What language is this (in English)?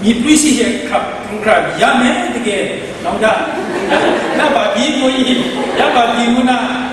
Kachin